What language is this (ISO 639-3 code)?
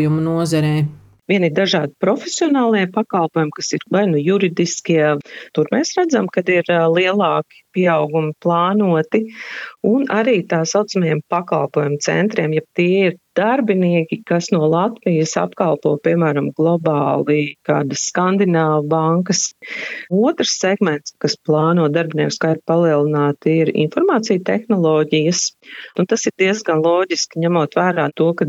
lav